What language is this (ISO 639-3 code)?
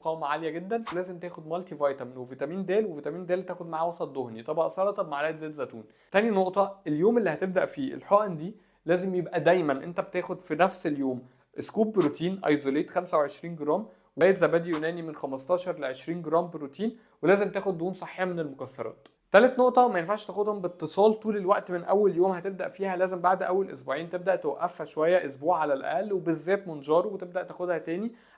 arz